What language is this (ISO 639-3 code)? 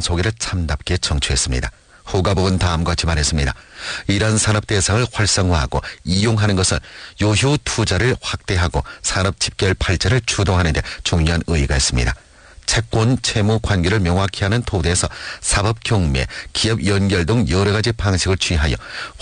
kor